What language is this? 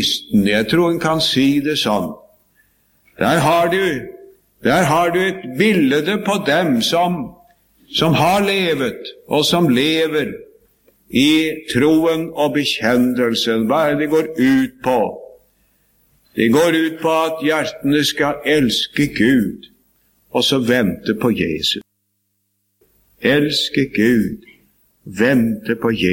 Norwegian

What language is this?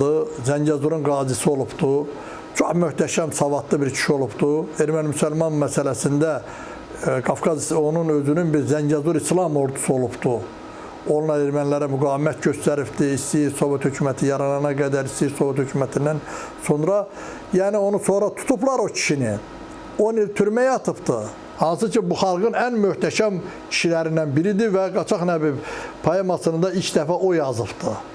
Azerbaijani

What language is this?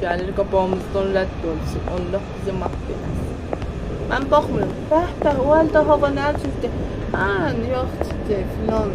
South Azerbaijani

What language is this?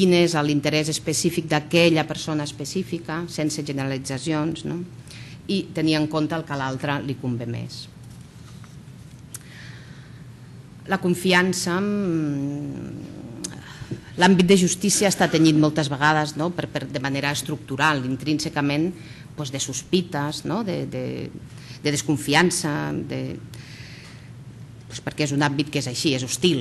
Catalan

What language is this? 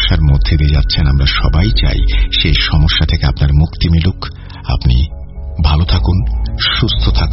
Bangla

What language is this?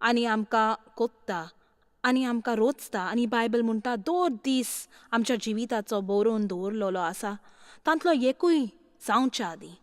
Konkani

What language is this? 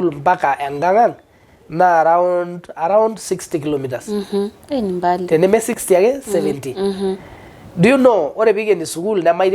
Masai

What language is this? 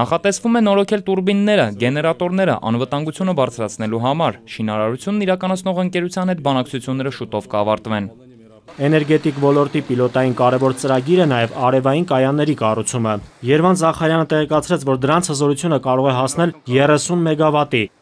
Armenian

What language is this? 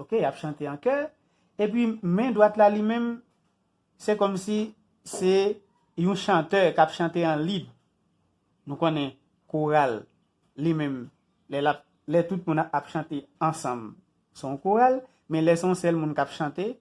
Haitian Creole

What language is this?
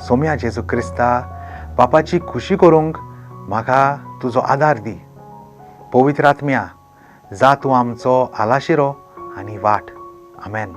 Konkani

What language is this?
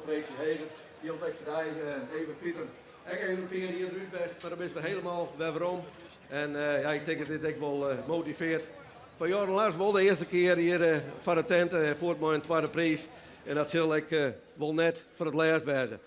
Western Frisian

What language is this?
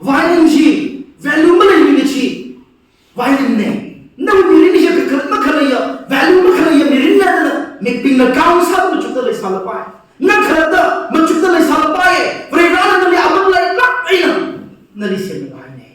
Tangkhul Naga (India)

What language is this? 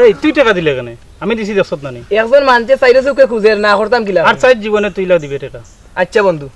Sylheti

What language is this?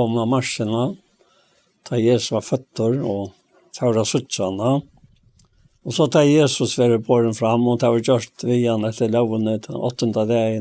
Faroese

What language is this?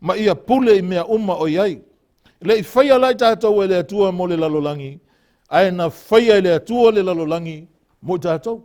Samoan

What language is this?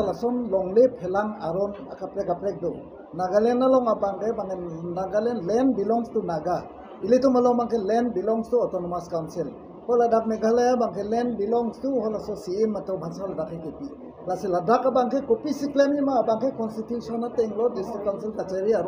Karbi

